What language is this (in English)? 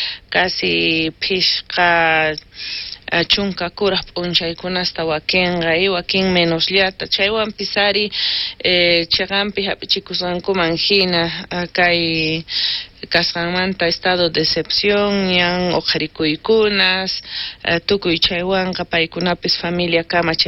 South Bolivian Quechua